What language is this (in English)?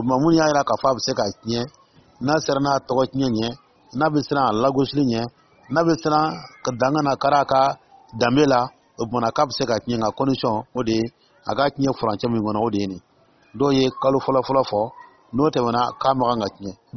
Dyula